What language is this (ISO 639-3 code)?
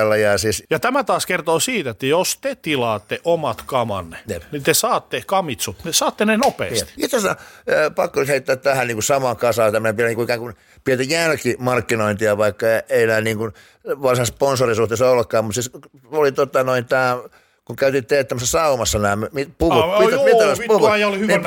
fin